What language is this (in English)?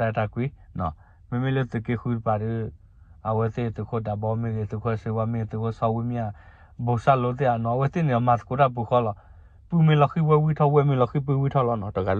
S'gaw Karen